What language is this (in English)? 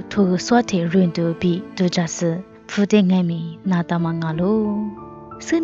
Lisu